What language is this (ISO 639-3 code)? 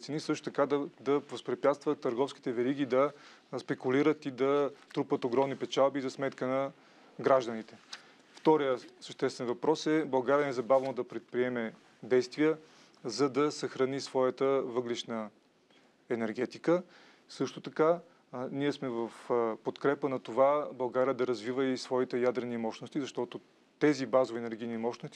bul